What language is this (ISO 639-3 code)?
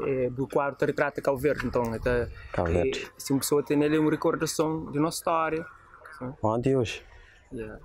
kea